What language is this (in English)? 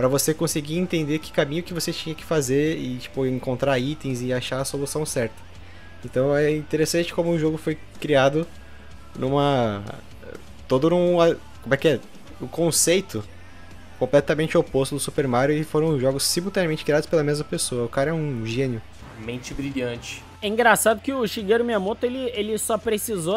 Portuguese